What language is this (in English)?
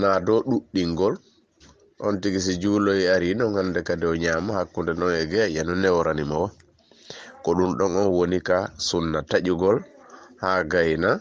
Fula